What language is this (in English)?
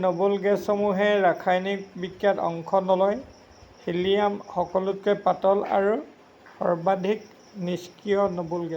Assamese